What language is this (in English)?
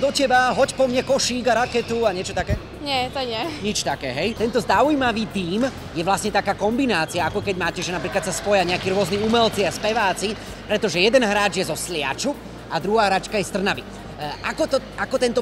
Slovak